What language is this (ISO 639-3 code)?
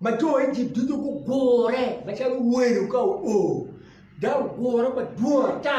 ach